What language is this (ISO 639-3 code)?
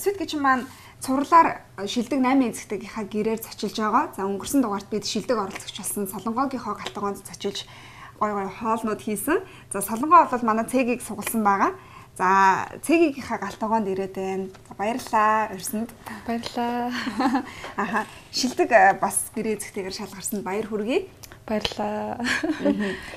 mon